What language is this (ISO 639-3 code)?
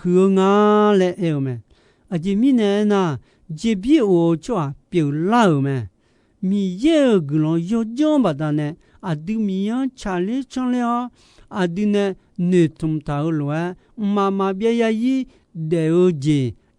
ahk